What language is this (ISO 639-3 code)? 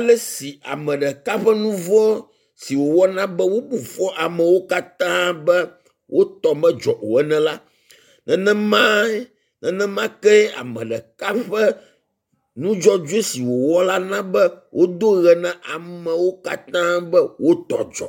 ewe